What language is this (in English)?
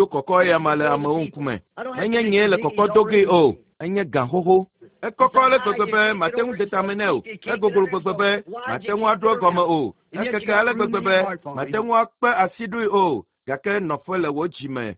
Ewe